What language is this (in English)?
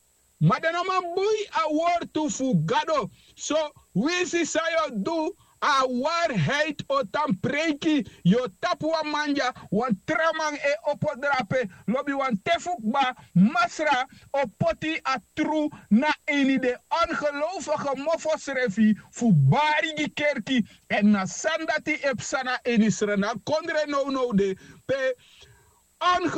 Sranan Tongo